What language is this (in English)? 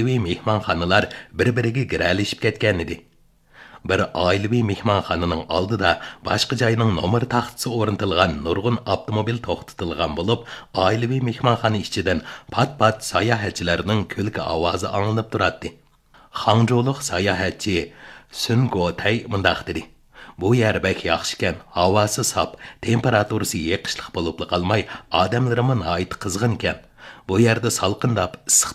Uyghur